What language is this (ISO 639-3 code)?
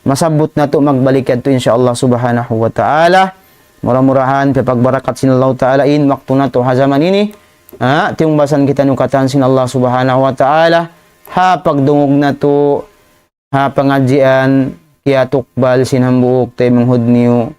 tsg